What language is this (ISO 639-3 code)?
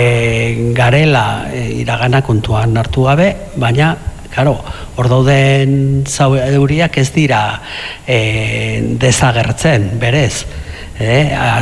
eus